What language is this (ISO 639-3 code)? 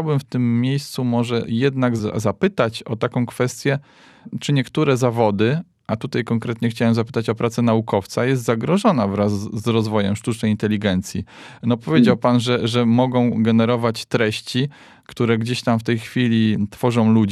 pol